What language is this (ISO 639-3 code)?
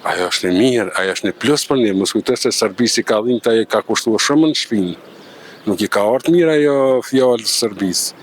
sqi